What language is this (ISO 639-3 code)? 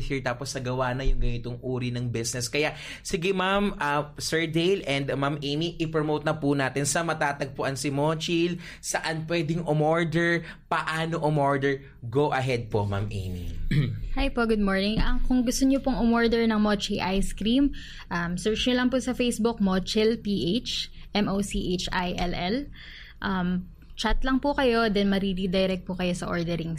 fil